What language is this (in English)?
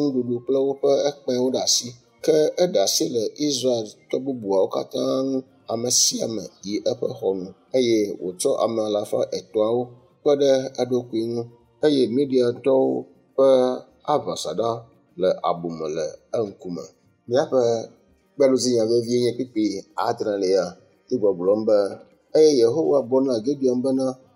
Ewe